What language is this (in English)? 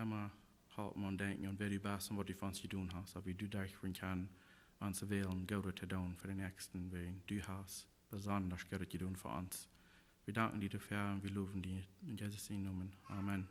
Plautdietsch